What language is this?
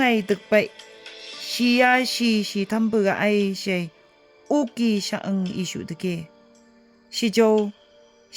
Phom Naga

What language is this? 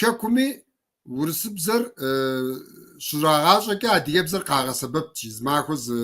Kabardian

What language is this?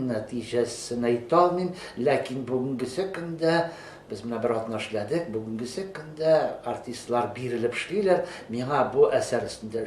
Tatar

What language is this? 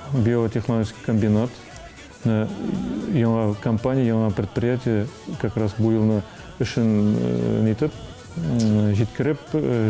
Tatar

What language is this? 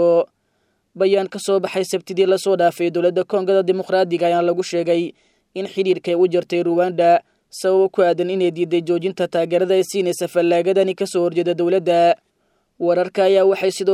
Somali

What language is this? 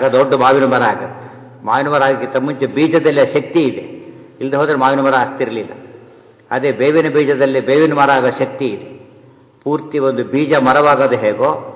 Kannada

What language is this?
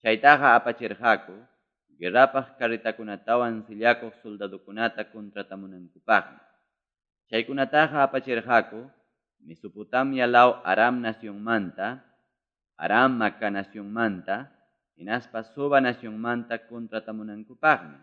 Ayacucho Quechua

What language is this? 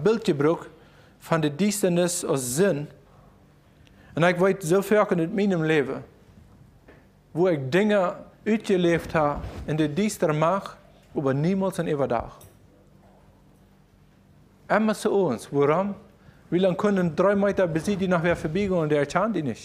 German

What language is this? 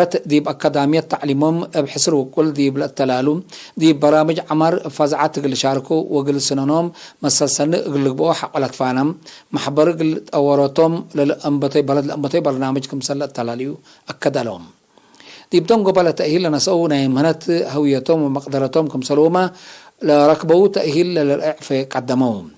Tigre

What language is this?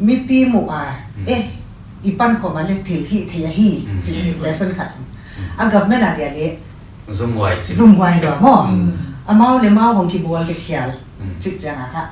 Paite Chin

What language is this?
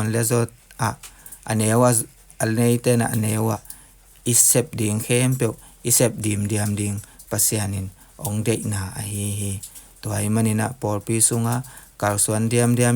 Tedim Chin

